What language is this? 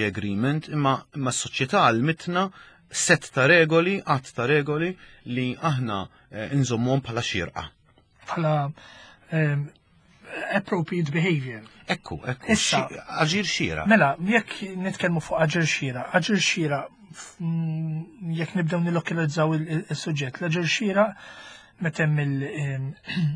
Maltese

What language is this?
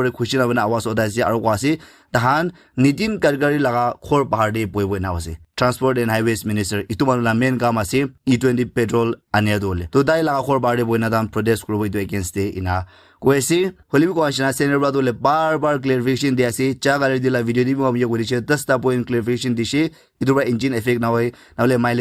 Naga Pidgin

